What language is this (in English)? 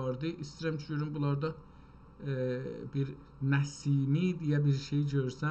South Azerbaijani